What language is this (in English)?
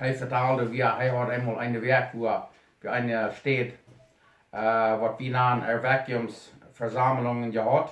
Plautdietsch